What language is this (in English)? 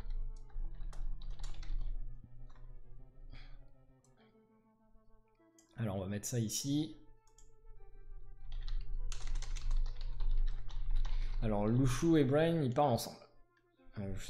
French